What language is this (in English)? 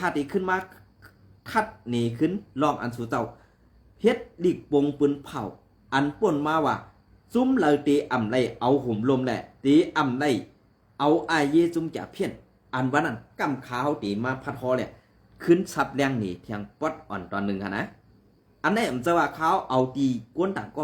Shan